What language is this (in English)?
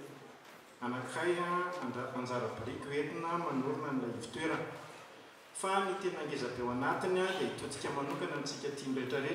Malagasy